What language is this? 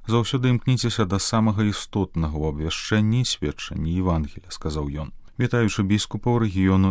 Belarusian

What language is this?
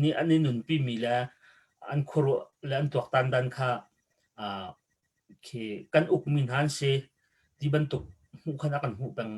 Hakha Chin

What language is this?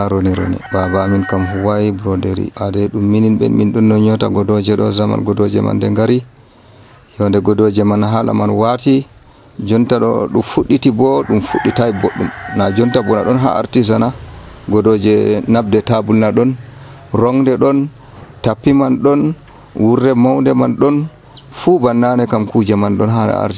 Nigerian Fulfulde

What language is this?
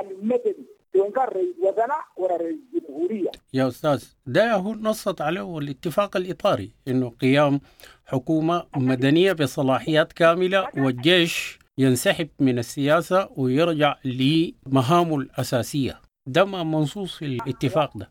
Sudanese Arabic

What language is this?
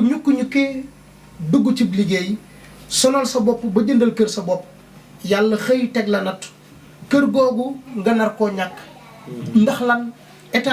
Wolof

